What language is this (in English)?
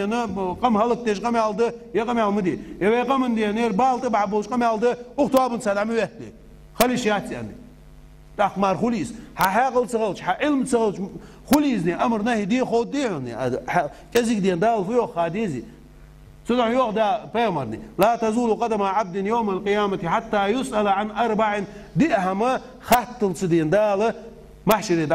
Ingush